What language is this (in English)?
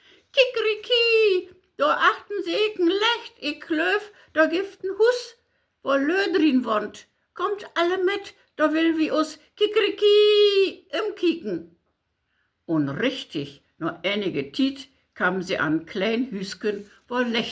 Low German